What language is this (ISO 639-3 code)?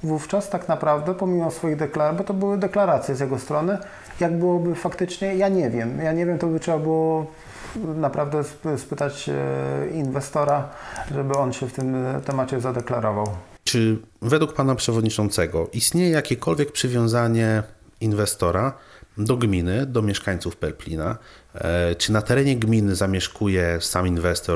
pol